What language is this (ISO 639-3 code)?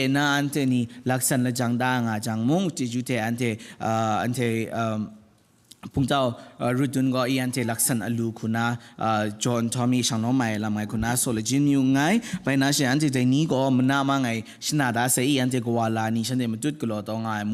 kac